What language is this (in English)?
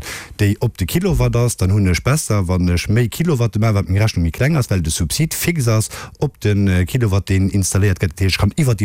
Luxembourgish